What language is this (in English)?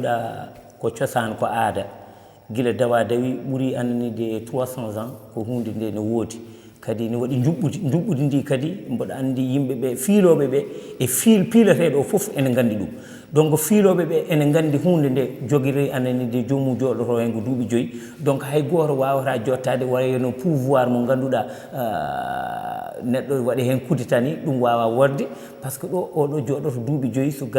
Fula